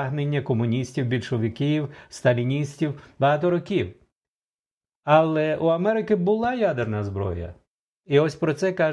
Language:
Ukrainian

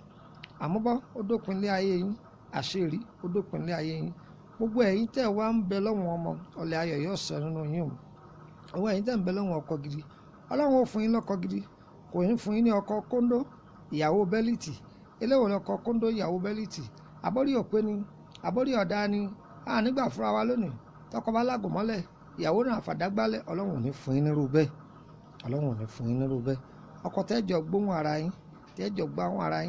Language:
Yoruba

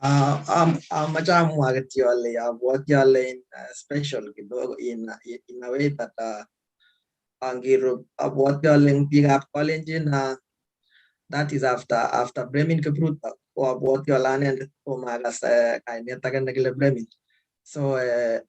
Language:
Kalenjin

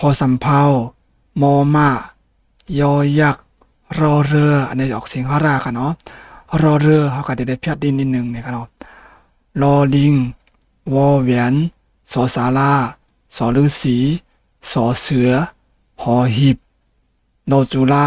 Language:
Shan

